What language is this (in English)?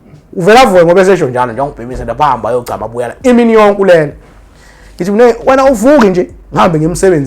Zulu